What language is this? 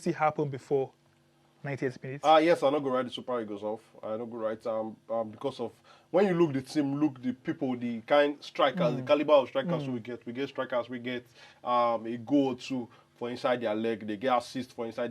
Nigerian Pidgin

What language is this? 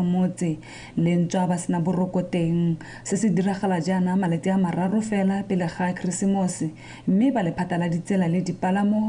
Tswana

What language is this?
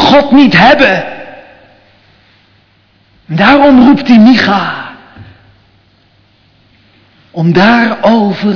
Dutch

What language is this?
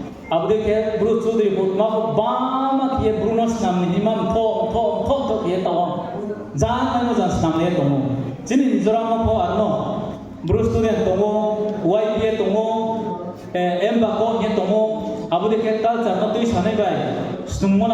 Riang (India)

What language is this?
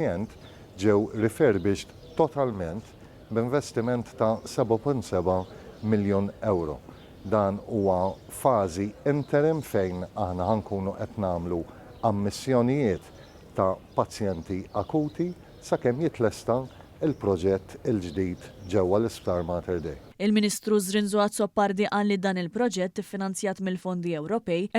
Maltese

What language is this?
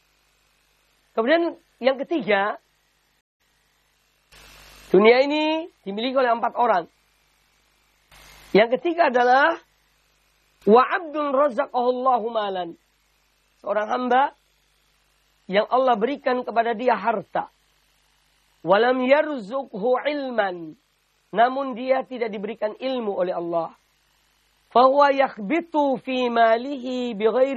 Indonesian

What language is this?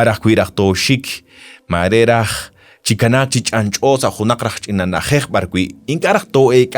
Kekchí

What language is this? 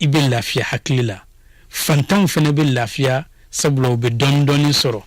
Bambara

